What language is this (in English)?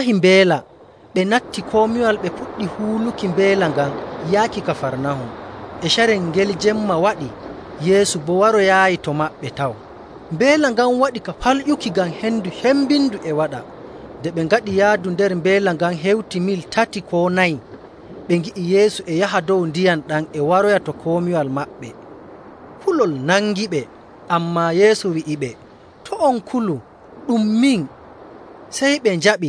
Nigerian Fulfulde